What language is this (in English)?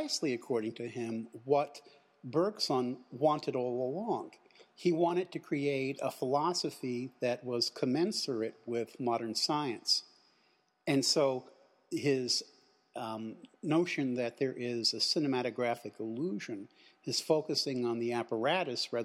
English